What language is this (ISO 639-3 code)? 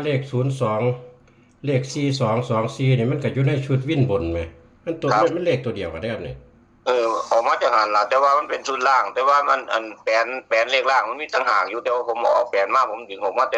tts